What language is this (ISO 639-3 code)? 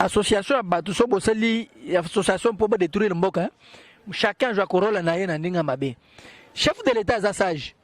lin